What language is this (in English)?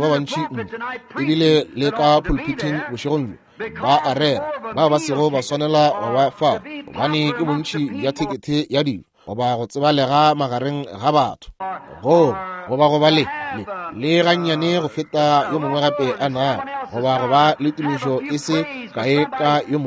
Northern Sotho